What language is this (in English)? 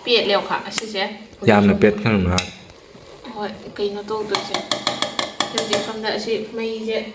Manipuri